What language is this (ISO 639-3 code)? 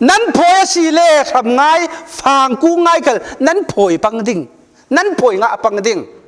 cfm